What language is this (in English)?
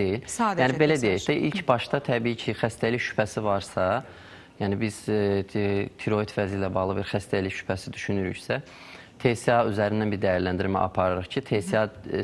Azerbaijani